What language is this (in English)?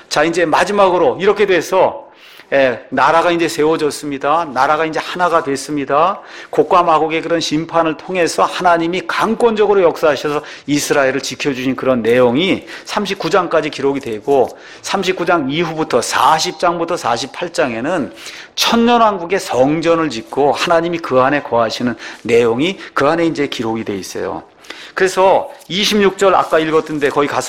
Korean